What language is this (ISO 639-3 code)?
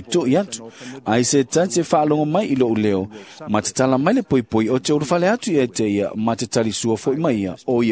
smo